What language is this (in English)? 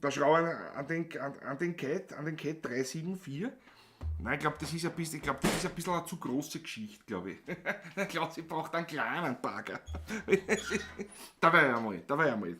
Bavarian